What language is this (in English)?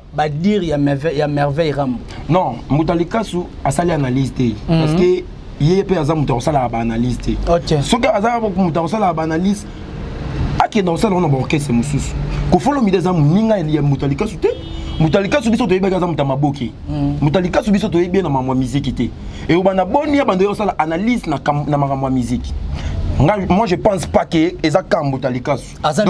Lingala